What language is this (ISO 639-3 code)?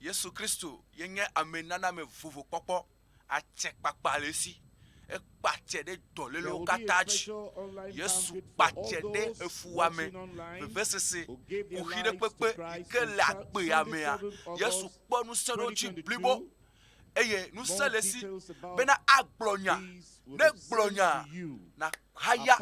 ewe